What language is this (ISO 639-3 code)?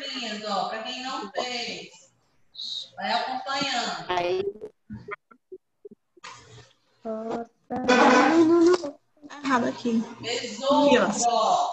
por